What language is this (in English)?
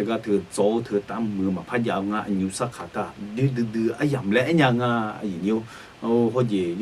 Akha